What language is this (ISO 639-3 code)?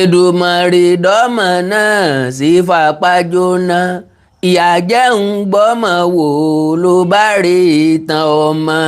yor